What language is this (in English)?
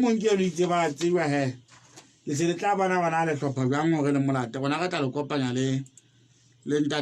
Southern Sotho